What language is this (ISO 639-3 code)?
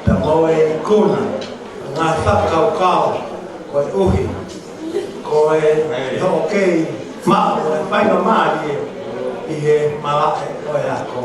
ton